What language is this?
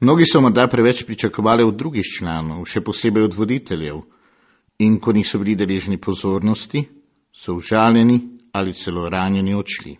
Slovenian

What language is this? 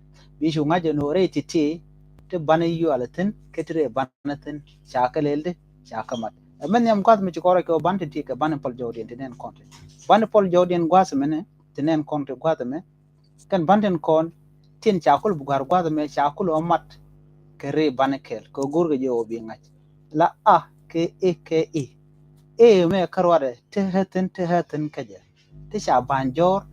Nuer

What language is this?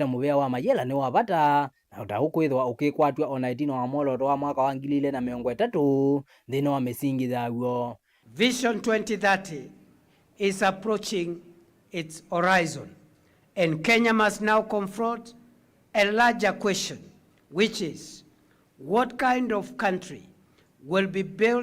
Kamba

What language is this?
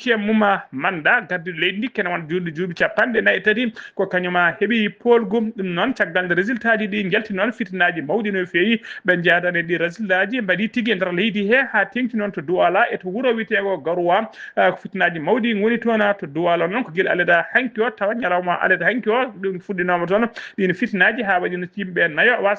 Fula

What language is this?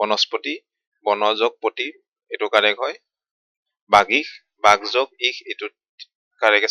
Assamese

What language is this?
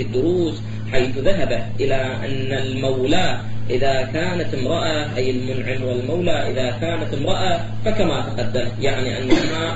Arabic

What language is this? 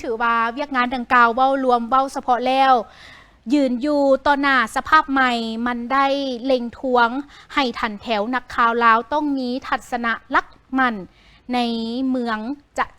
Lao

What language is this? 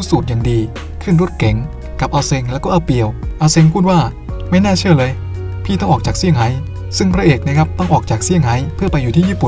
Thai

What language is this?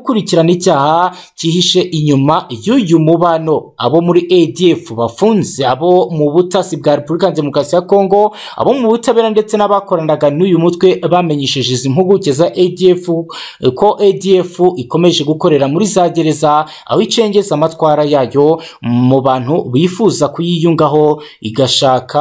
Kinyarwanda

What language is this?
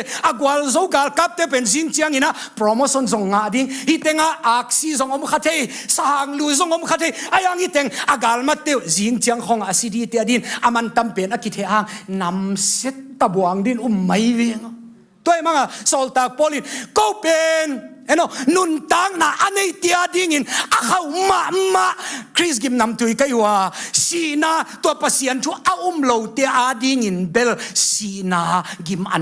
Tedim Chin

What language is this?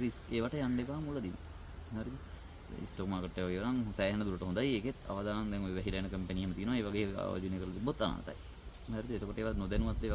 Sinhala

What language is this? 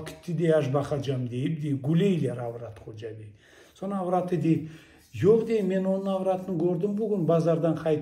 Crimean Tatar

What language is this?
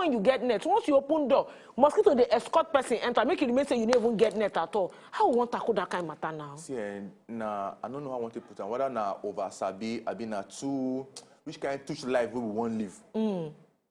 Nigerian Pidgin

